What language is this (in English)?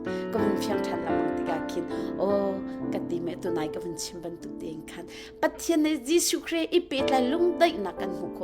Hakha Chin